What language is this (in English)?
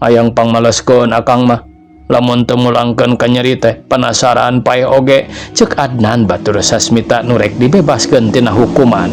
Sundanese